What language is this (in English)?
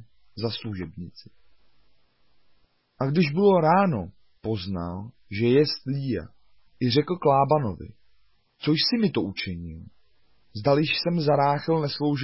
Czech